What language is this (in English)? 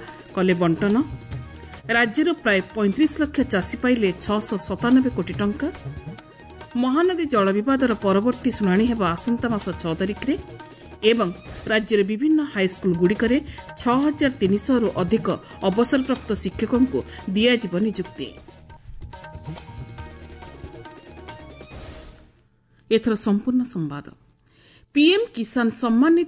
Odia